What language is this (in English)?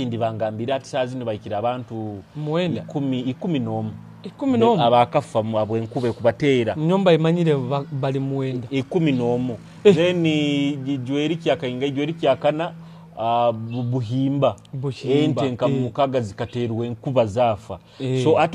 Nyoro